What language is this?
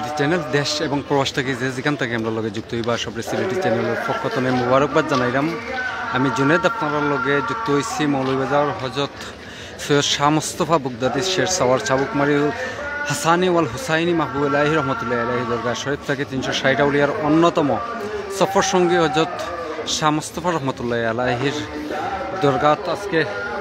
Sylheti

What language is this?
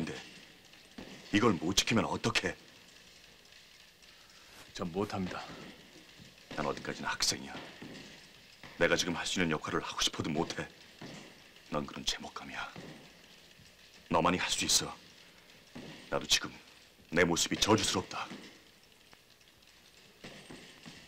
Korean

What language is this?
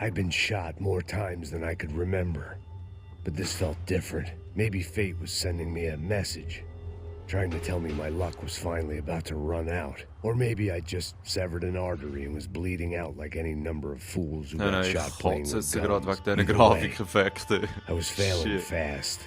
Swiss German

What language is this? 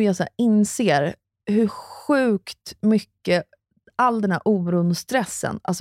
Swedish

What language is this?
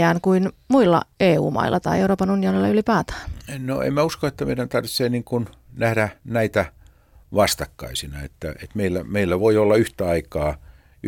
Finnish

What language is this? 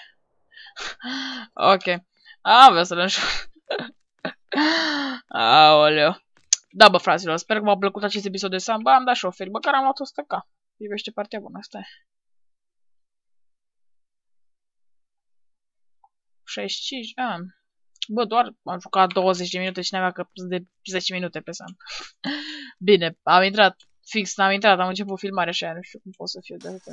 Romanian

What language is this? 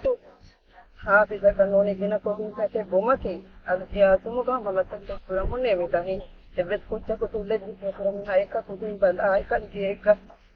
Divehi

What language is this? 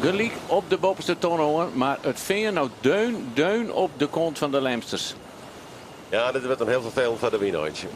Western Frisian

